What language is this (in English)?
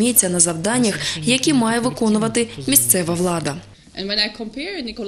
Ukrainian